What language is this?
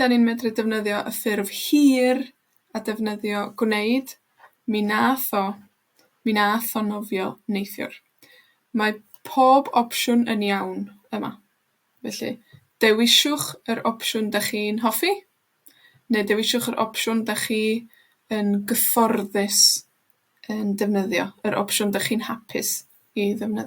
Welsh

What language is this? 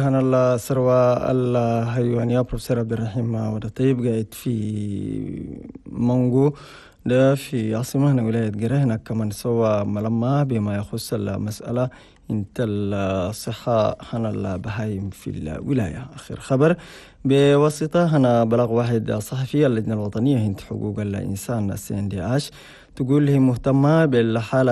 Chadian Arabic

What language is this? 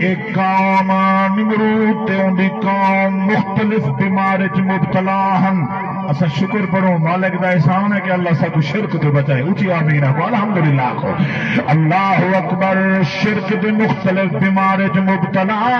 Saraiki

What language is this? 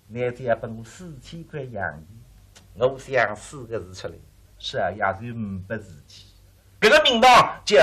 Wu Chinese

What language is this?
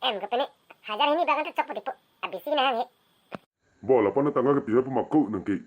Karbi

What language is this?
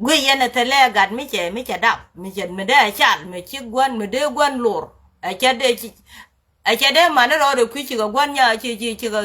Nuer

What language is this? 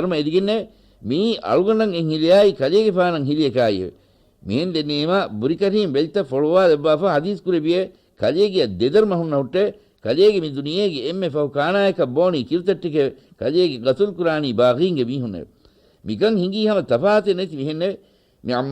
Divehi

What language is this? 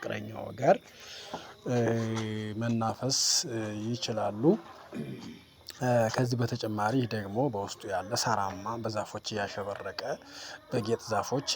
Amharic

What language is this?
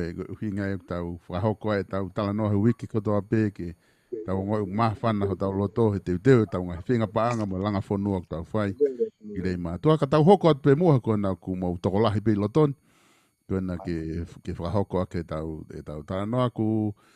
Tongan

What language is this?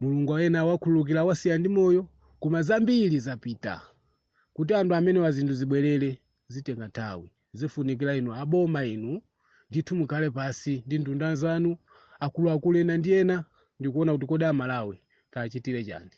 Nyanja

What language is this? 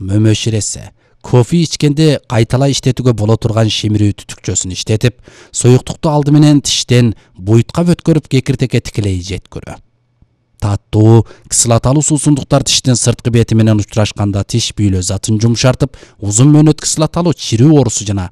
Kyrgyz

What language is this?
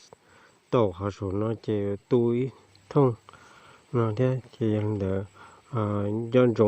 Hmong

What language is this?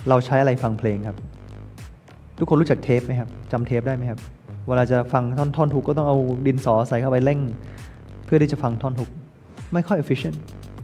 Thai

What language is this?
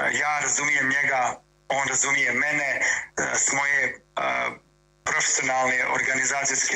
Bosnian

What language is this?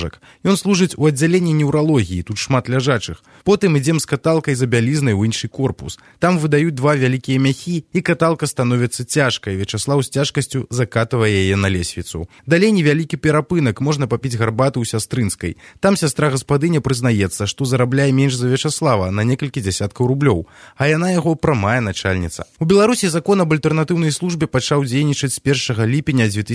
Belarusian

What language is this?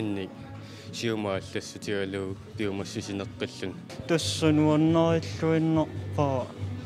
Kalaallisut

